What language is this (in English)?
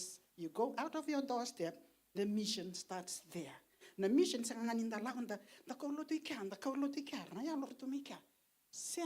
Fijian